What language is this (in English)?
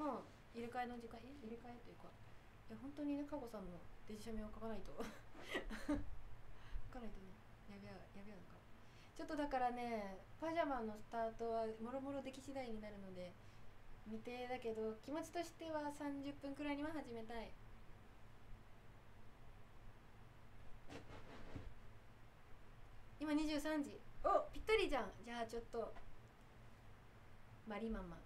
Japanese